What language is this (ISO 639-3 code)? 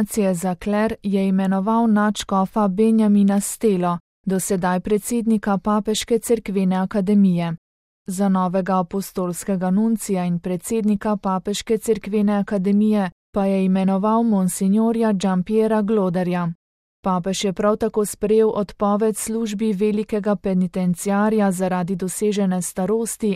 slv